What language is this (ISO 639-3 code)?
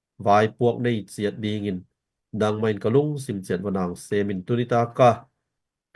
ctd